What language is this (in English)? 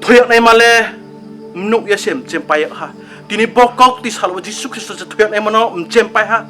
Riang (India)